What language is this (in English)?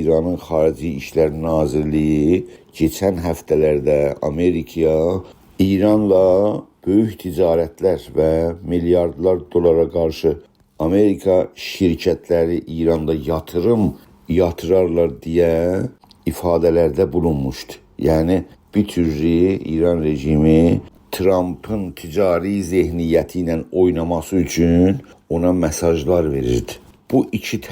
South Azerbaijani